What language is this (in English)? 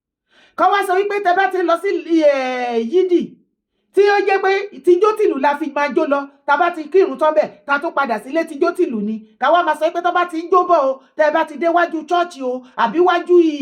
Yoruba